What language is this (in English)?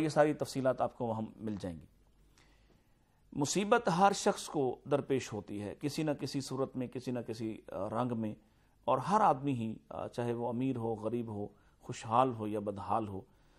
Urdu